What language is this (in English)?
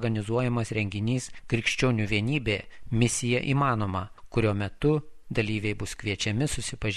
Lithuanian